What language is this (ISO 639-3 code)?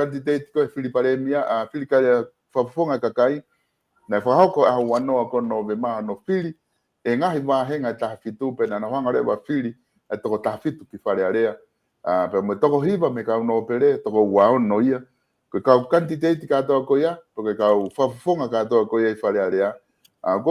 ton